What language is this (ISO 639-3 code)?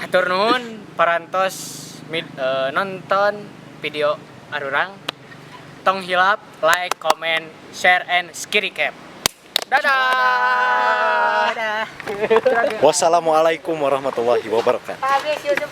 sun